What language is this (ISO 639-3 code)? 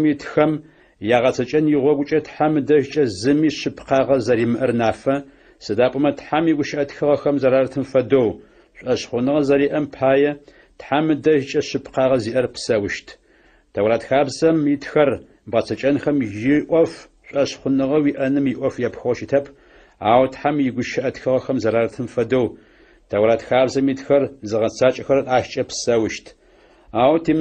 ady